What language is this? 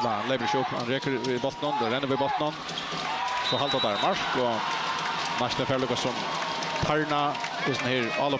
Faroese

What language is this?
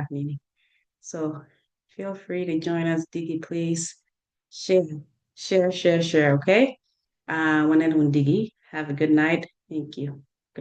Acoli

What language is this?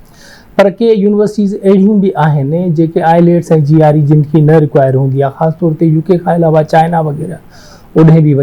Sindhi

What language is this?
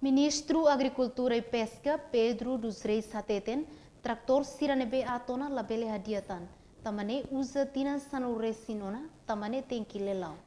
Tetum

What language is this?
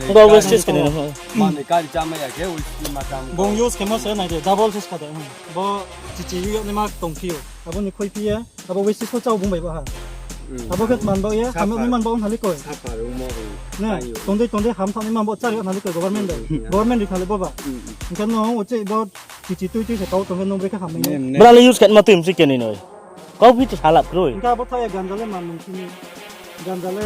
Riang (India)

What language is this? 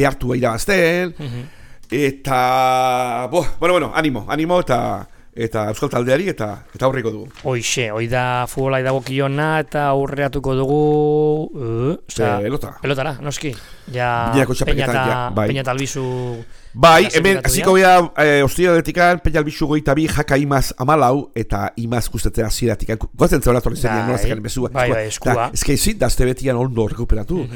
Basque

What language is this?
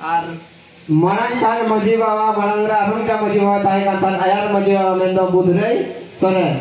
Santali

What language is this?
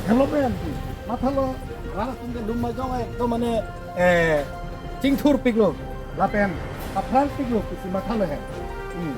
Karbi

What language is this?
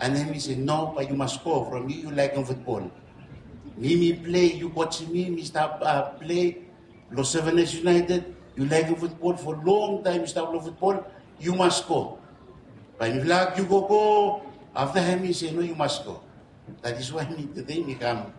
Bislama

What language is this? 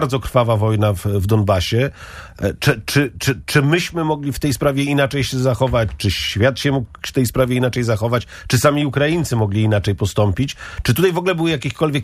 Polish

